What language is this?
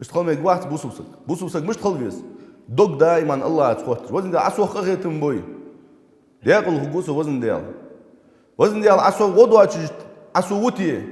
Ingush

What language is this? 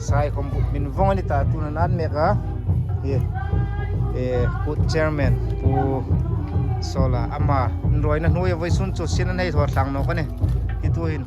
Hmar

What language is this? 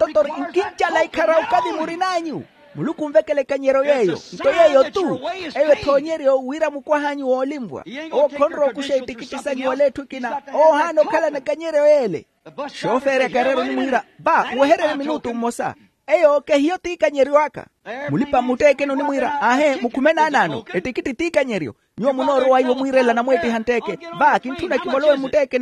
Makhuwa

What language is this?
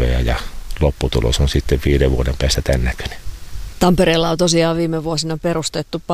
Finnish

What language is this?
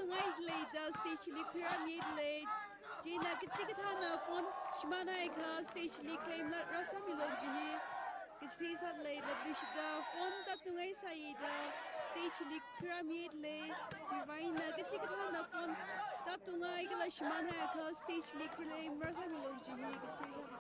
Tangkhul Naga (India)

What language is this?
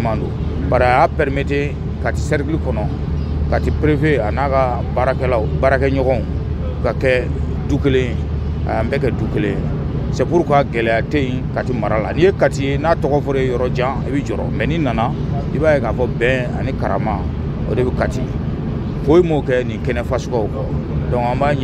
Bambara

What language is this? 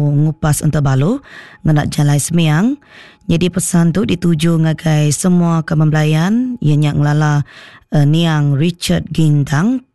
Iban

